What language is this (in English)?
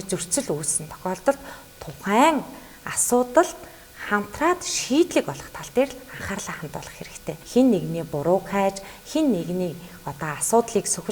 Mongolian